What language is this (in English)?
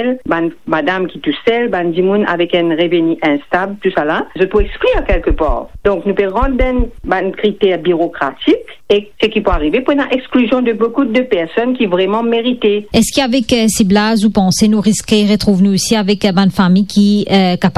Morisyen